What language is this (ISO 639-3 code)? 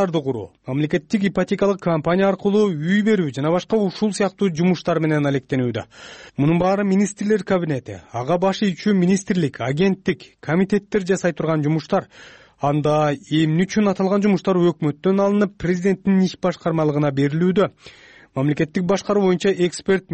kir